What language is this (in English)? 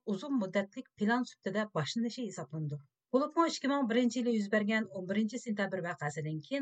Uyghur